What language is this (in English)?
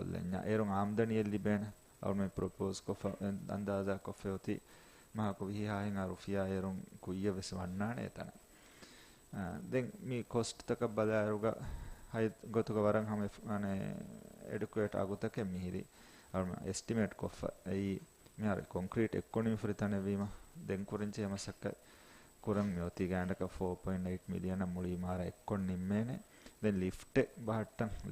Divehi